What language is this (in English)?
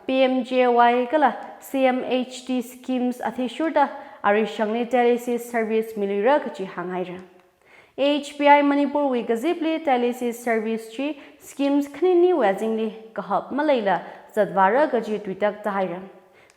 Tangkhul Naga (India)